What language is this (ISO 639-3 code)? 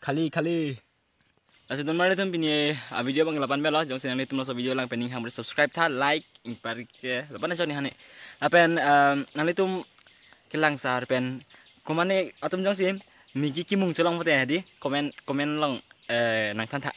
mjw